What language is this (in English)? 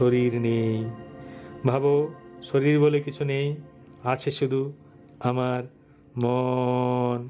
Bangla